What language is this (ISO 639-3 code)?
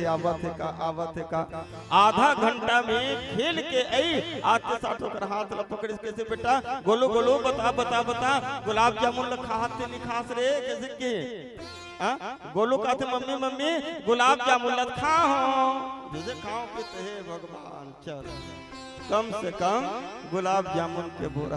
hne